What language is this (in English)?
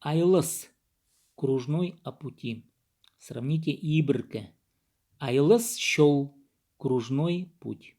Khakas